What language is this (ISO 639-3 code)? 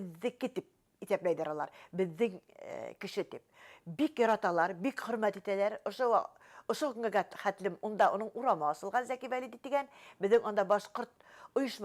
bak